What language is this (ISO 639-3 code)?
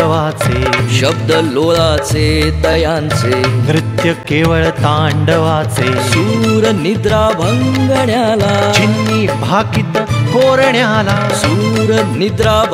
mar